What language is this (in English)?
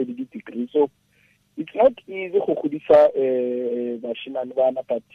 Tswana